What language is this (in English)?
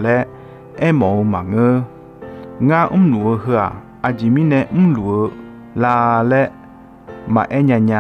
Akha